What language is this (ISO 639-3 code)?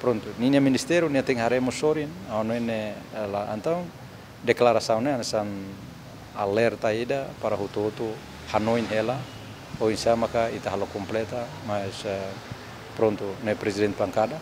tet